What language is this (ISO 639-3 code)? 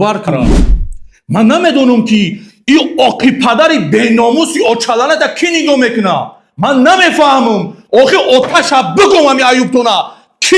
tgk